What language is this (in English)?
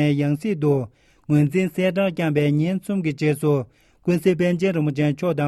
Tibetan